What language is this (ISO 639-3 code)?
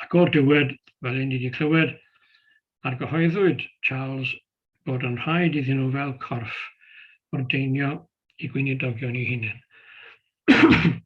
cym